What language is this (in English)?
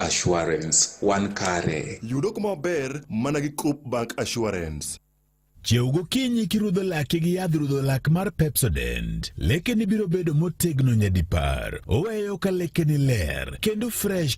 Luo (Kenya and Tanzania)